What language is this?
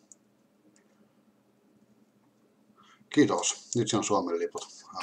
Finnish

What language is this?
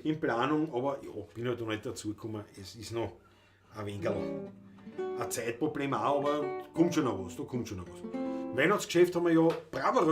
Bavarian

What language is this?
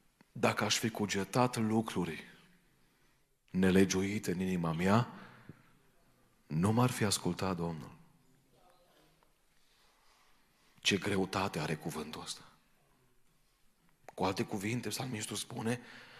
Romanian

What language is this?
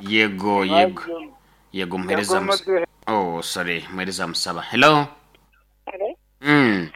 Nyoro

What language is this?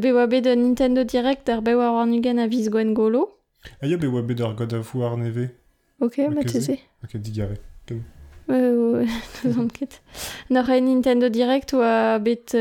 Breton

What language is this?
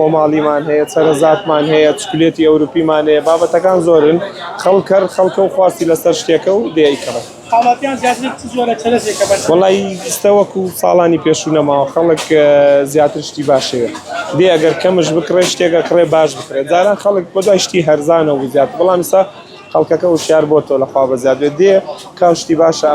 Central Kurdish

